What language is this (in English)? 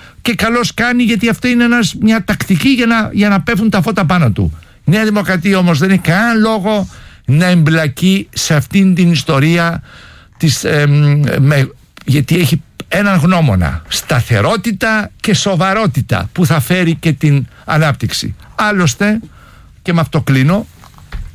Greek